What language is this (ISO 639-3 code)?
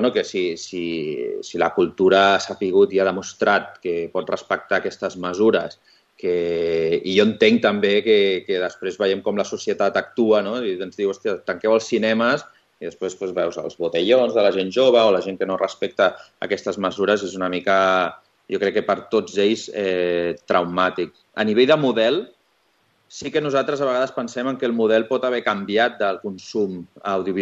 cat